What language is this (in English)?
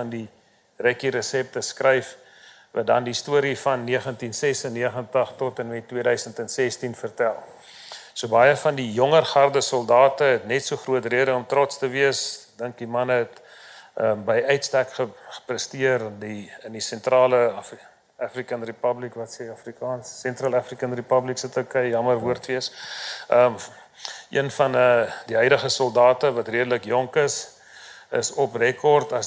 Afrikaans